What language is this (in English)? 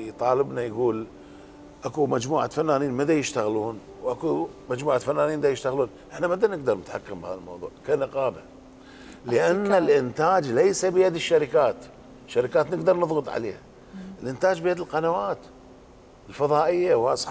Mesopotamian Arabic